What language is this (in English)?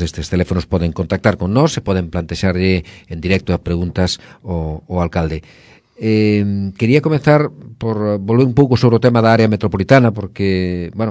Galician